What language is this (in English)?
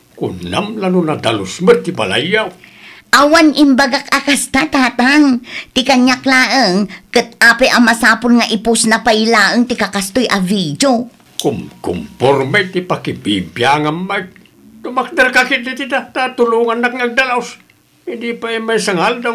Iloko